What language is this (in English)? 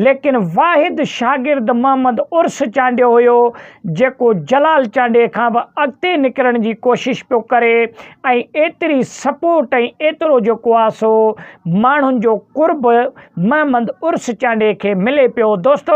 Sindhi